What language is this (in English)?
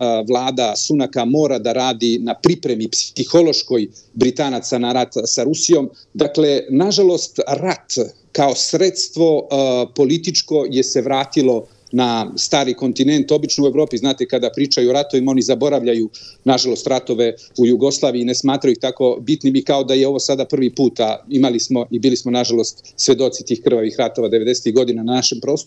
Serbian